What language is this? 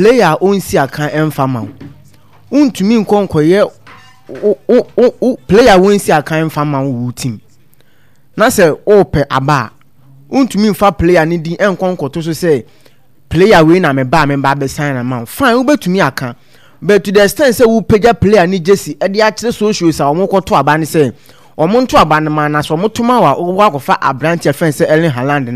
Akan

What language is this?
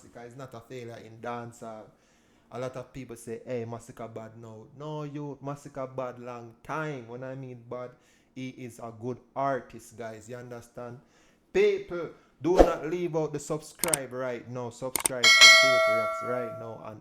Jamaican Creole English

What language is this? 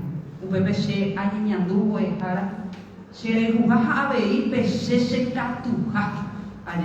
Guarani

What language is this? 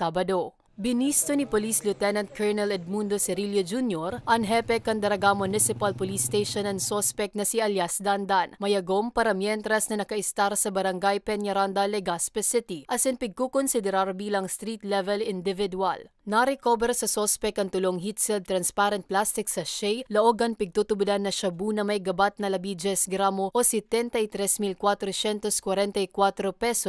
Bikol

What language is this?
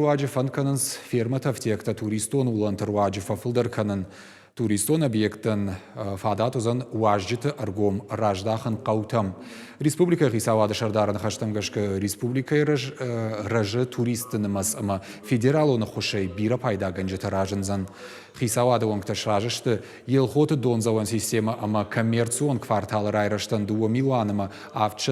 Ossetic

